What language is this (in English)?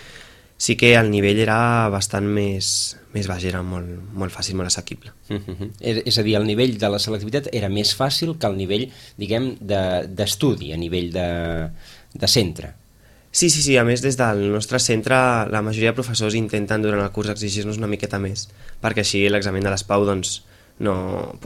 Catalan